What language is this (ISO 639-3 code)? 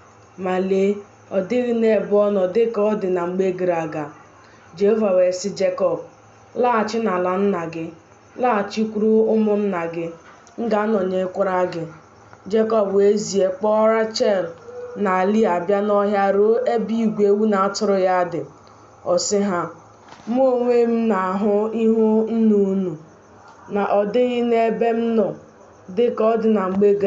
ibo